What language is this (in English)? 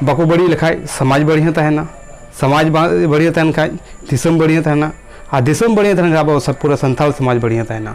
Santali